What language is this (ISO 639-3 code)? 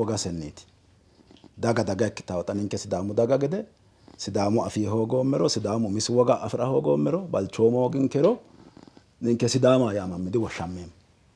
sid